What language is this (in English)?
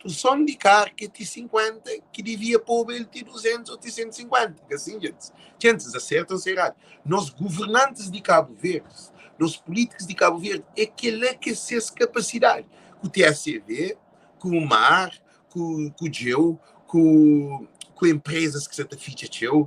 Kabuverdianu